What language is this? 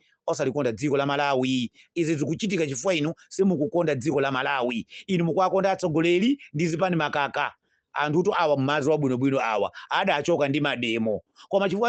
Nyanja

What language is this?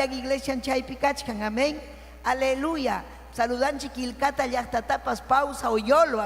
Ayacucho Quechua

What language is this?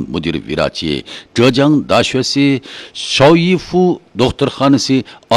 Uyghur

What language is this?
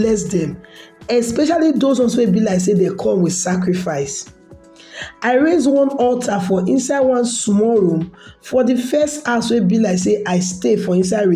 Nigerian Pidgin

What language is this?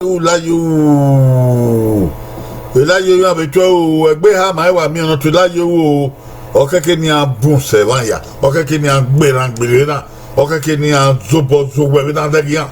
Bini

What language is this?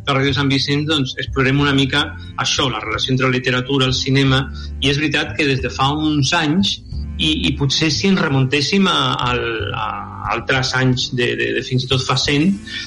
Catalan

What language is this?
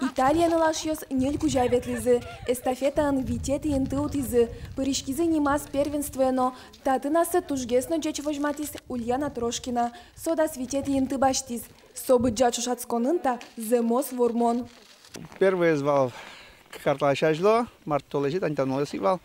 Udmurt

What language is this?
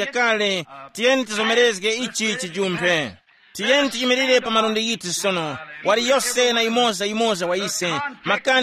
Tumbuka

